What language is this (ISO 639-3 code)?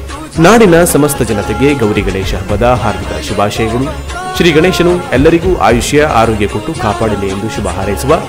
kan